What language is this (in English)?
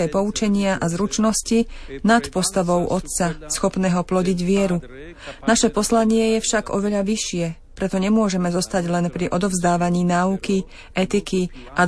Slovak